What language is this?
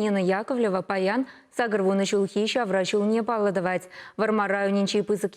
Chuvash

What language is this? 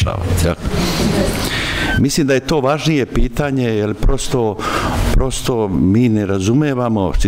Serbian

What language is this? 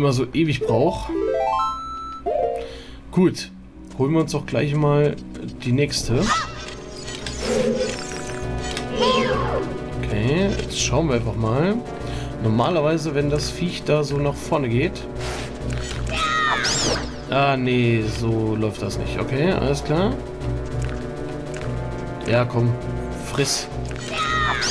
German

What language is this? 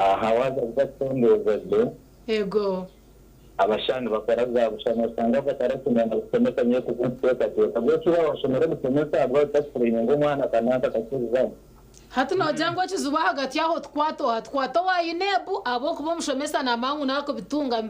Nyankole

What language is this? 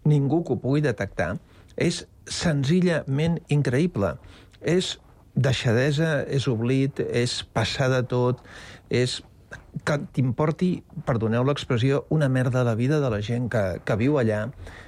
Catalan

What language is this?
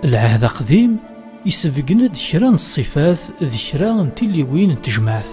Kabyle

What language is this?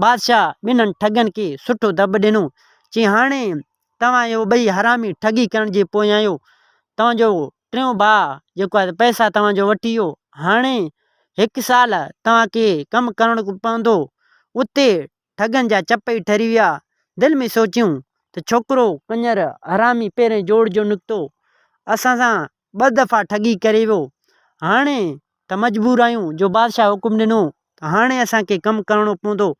Sindhi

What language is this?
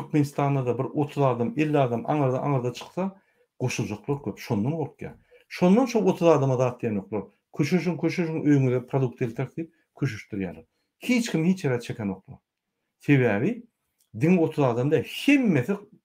Turkmen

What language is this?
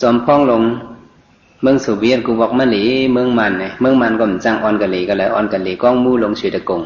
Shan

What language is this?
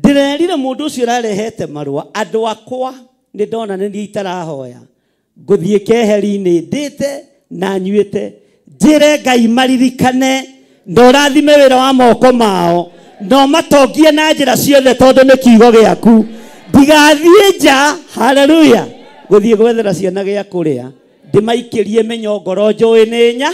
Kikuyu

